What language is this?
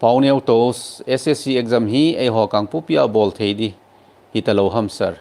Thado Chin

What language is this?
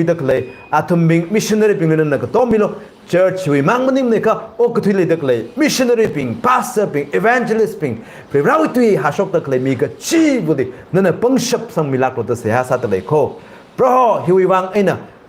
Tangkhul Naga (India)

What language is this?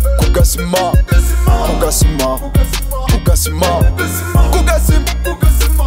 Kinyarwanda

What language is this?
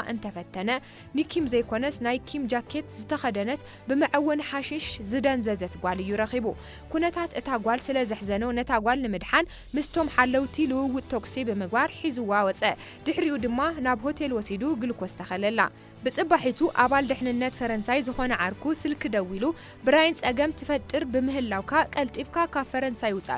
Tigrinya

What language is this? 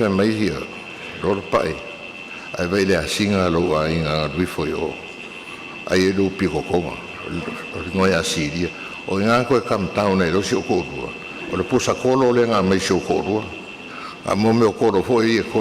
Samoan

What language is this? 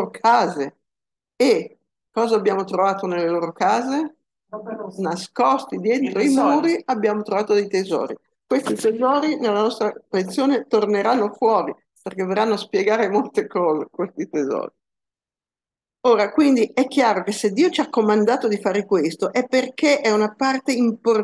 Italian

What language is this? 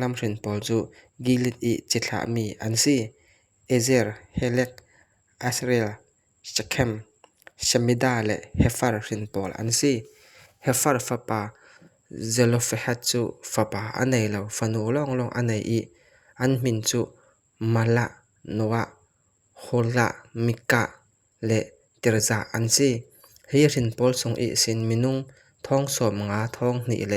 Falam Chin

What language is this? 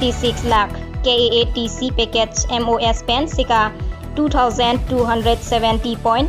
Karbi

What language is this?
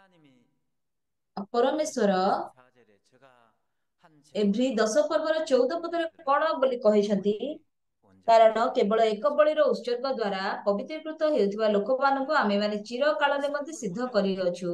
Odia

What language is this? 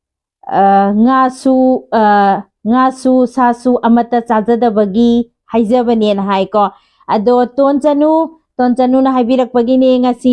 Manipuri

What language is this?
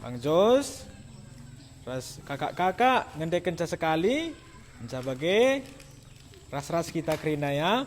Batak Karo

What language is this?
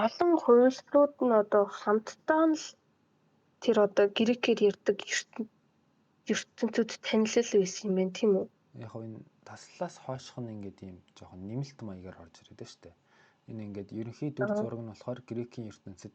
Mongolian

